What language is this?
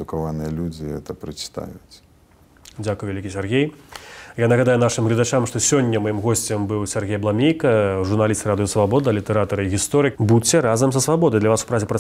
Belarusian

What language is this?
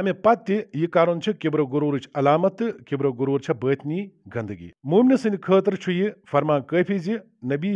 Kashmiri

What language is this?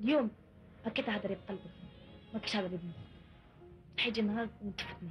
Algerian Arabic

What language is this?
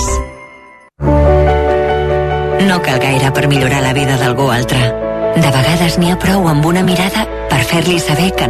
Catalan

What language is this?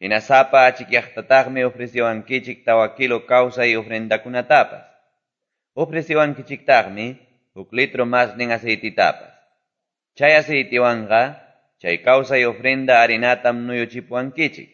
Quechua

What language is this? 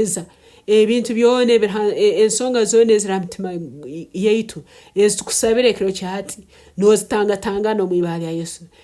Nyankole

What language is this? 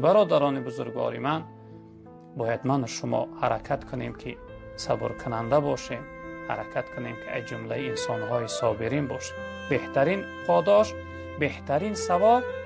Tajik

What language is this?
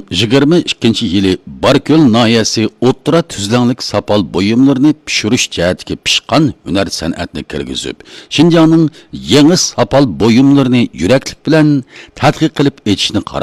Uyghur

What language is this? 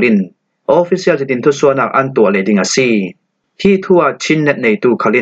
Falam Chin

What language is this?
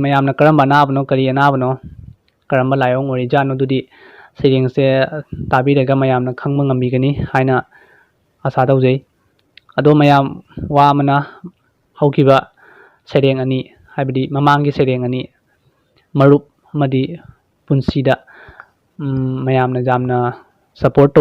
Manipuri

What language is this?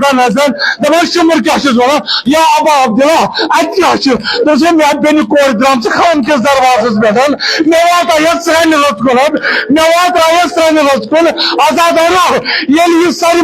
Kashmiri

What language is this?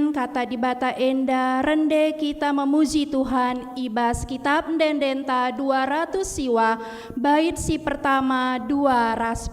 Batak Karo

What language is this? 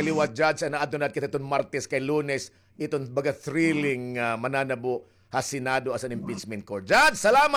Waray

